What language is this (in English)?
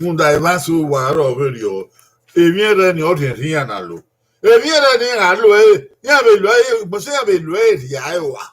Bini